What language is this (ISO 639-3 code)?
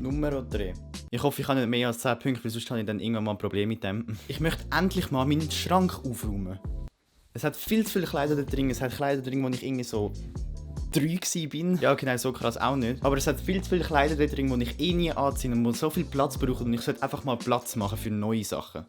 gsw